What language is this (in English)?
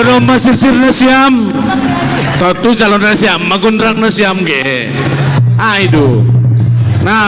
Batak Simalungun